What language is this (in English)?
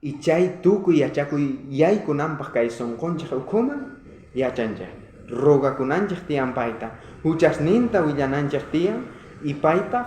South Bolivian Quechua